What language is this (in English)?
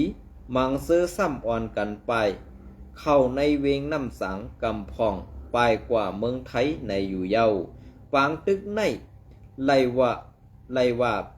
Shan